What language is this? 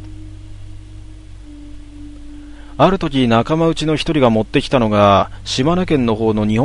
Japanese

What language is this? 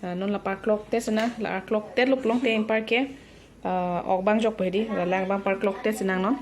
Karbi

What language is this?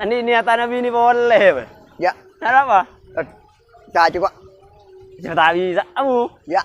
Madurese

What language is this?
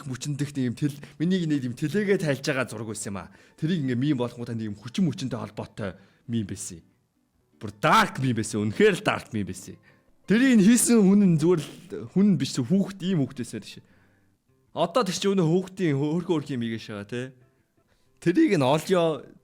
Mongolian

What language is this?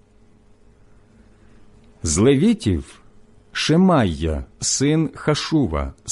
Ukrainian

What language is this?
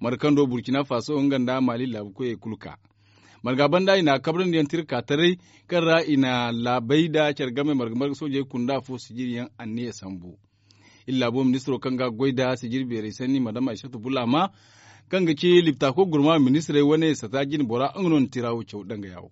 Zarma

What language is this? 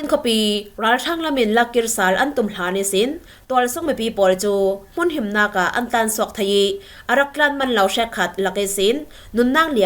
Falam Chin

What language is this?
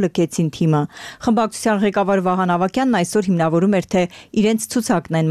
Armenian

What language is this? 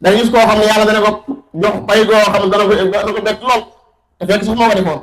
Wolof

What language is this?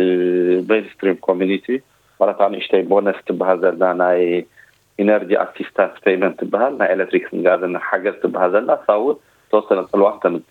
Tigrinya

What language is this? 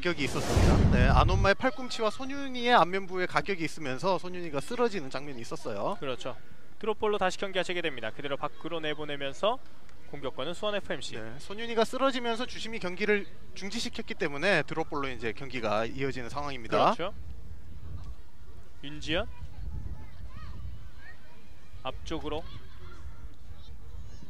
Korean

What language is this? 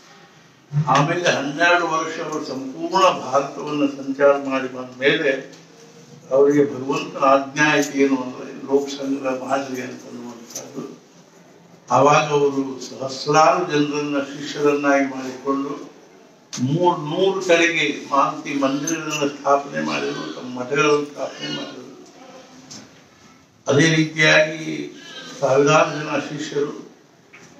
Kannada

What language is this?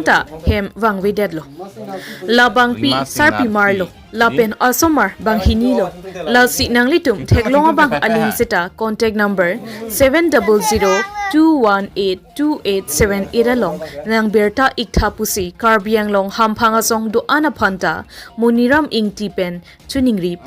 Karbi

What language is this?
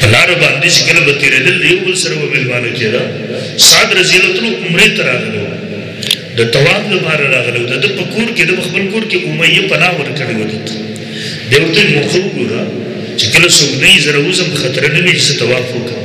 Pashto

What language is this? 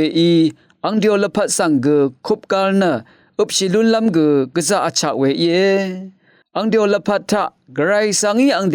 Rawang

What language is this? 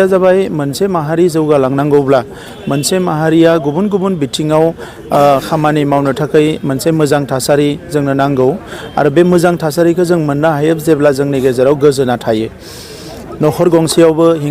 Bodo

